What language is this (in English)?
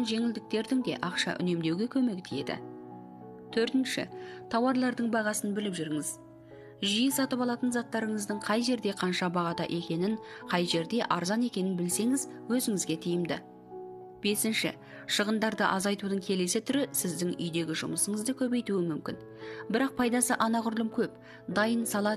Kazakh